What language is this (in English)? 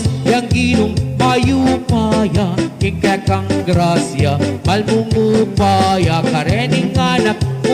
Pampanga